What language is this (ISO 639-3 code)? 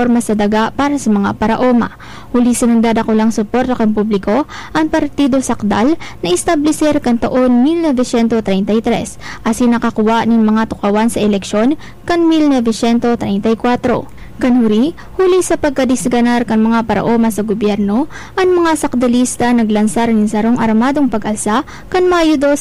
bik